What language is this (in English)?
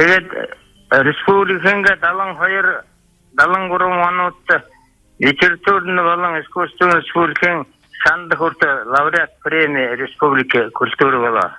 Buriat